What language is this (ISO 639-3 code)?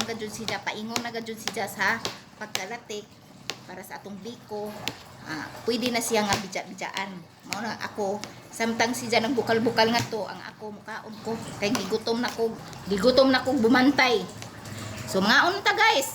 ceb